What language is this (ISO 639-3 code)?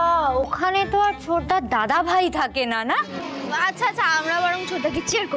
ben